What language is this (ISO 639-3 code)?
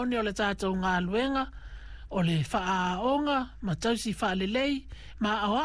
smo